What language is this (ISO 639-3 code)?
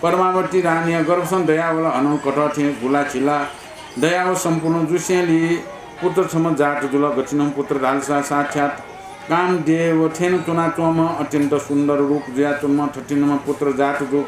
new